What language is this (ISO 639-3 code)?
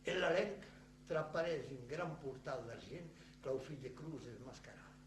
oci